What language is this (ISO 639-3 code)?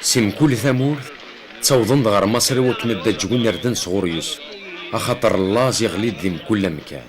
kab